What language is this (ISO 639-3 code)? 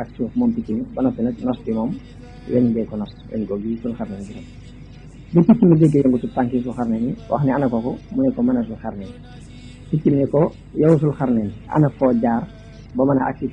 wol